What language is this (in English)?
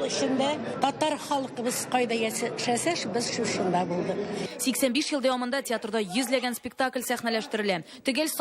Tatar